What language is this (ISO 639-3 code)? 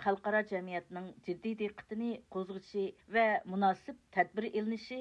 uig